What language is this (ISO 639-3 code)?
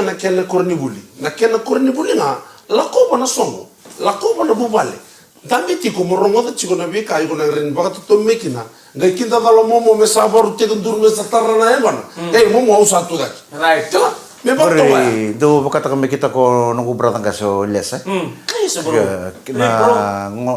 fij